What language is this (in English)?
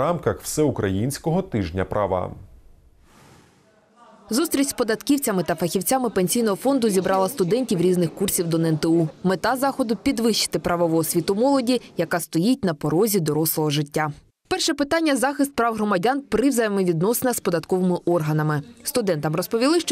Ukrainian